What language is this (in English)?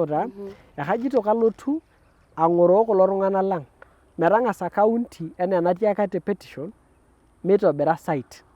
Masai